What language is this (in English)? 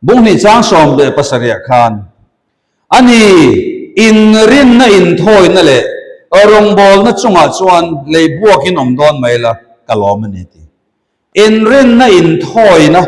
Mizo